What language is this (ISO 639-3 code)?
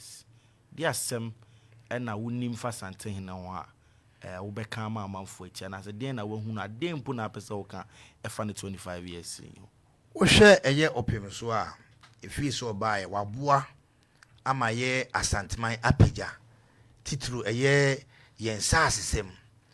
aka